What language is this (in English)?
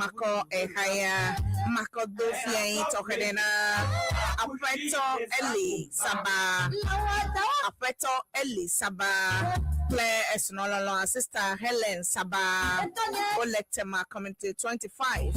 Ewe